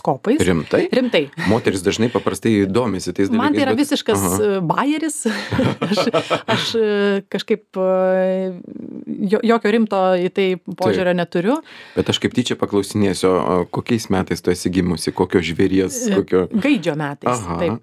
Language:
Lithuanian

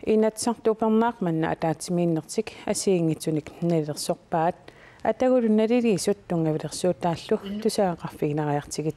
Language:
Kalaallisut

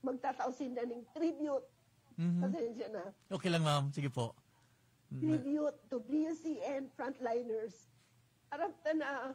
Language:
Bikol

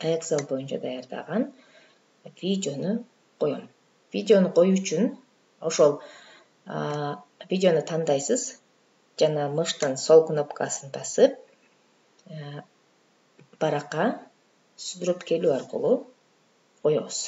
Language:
Kyrgyz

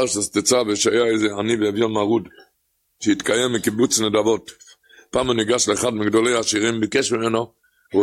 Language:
Hebrew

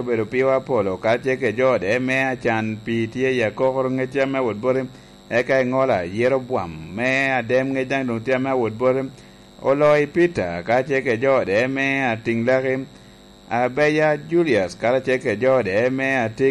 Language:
Lango (Uganda)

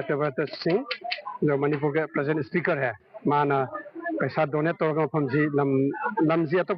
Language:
Manipuri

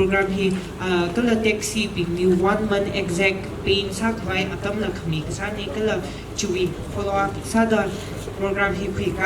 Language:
Tangkhul Naga (India)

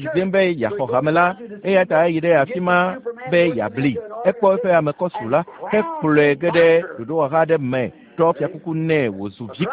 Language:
Ewe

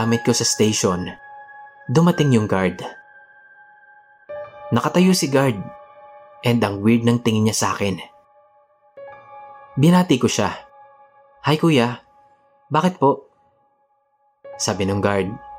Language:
Filipino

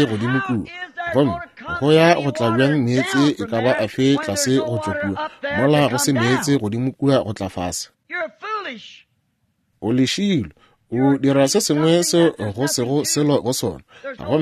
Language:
Northern Sotho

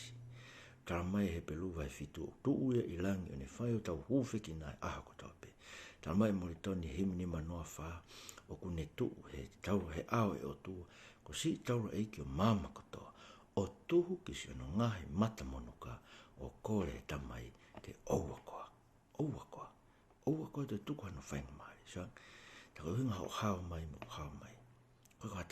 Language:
Tongan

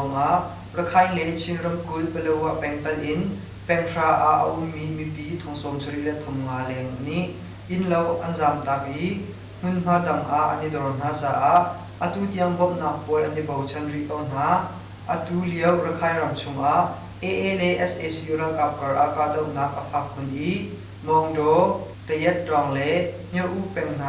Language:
Hakha Chin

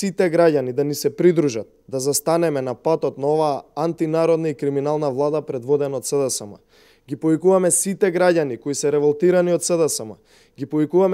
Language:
Macedonian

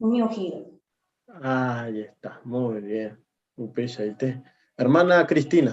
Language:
Guarani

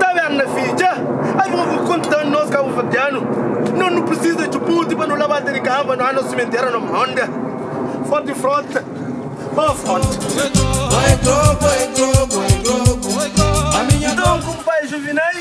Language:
Kabuverdianu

